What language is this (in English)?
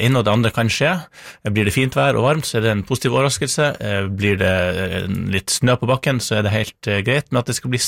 Norwegian